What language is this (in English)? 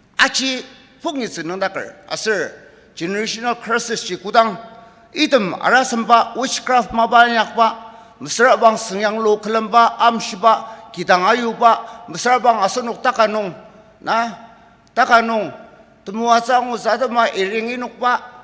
Ao Naga